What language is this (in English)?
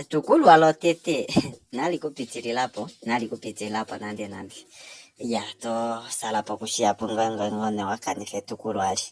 Kuanyama